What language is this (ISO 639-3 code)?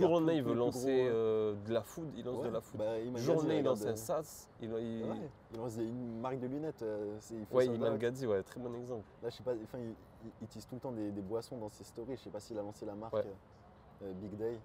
fra